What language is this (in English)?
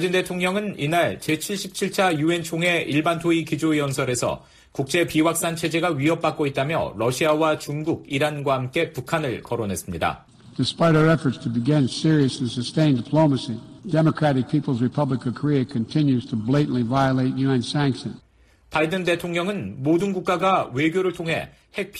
Korean